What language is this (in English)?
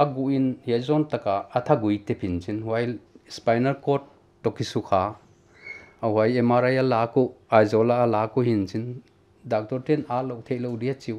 Paite Chin